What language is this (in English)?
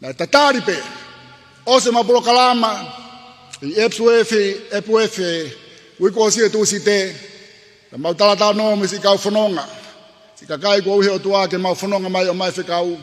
Tongan